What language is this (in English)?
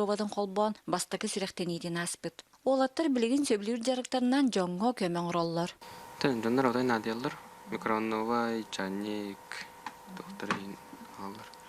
Yakut